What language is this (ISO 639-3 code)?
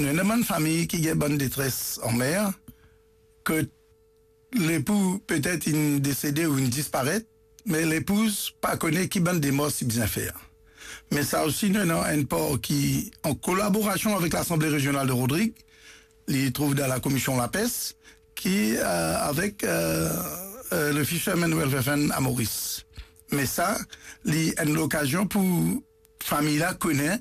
mfe